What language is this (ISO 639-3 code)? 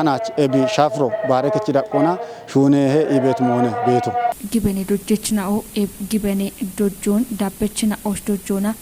kbr